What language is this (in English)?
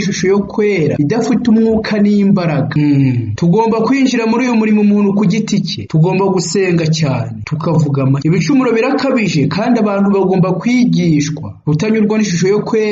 Kinyarwanda